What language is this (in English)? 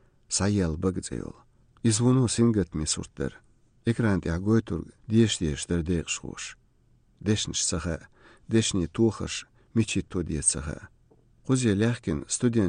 Chechen